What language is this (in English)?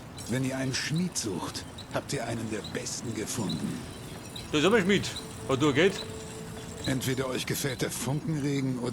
Bavarian